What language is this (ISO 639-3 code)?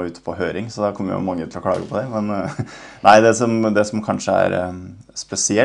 nor